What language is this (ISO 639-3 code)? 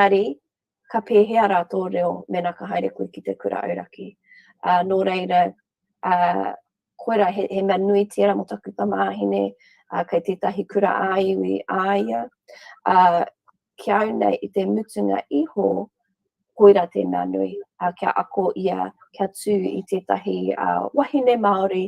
mri